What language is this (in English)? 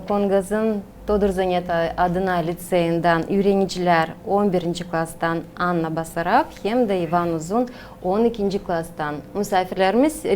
Gagauz